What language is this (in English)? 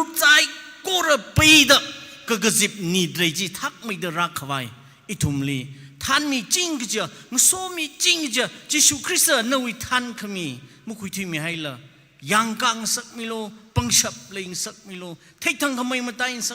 Tangkhul Naga (India)